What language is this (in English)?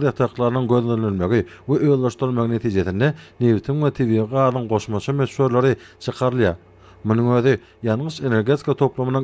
Turkmen